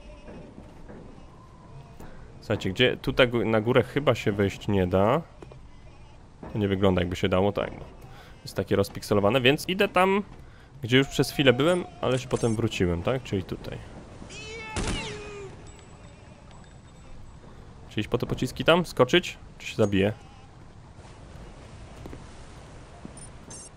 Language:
Polish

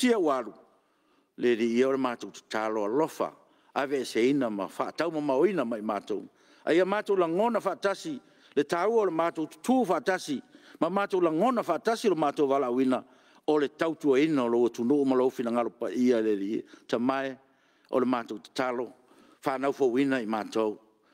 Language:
Samoan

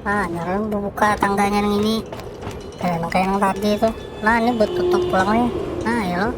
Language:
Banjar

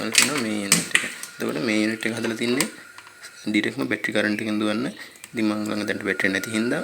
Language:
Sinhala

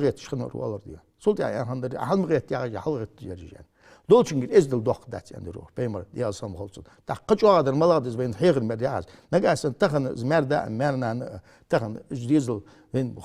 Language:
Ingush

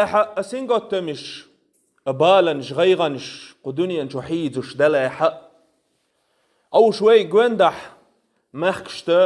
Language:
Chechen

